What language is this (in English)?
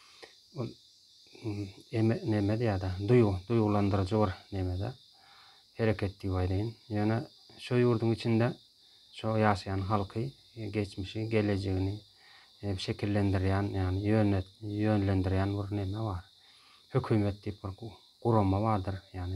Turkmen